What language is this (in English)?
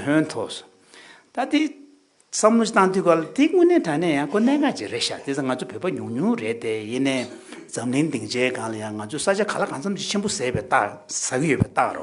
Tibetan